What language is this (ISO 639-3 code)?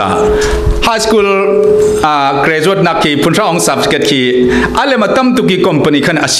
cfm